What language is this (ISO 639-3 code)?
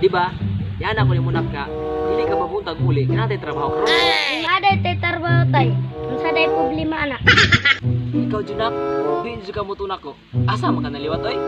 ceb